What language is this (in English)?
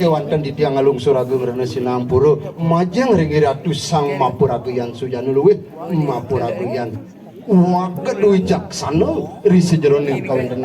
Balinese